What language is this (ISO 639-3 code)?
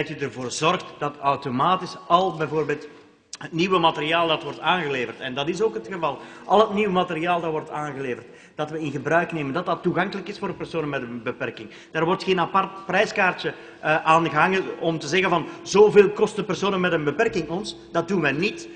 nld